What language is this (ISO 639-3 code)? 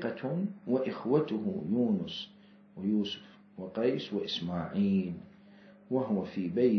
acm